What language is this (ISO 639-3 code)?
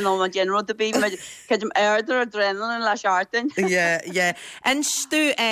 gle